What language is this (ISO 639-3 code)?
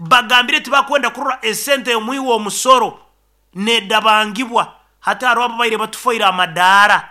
nyo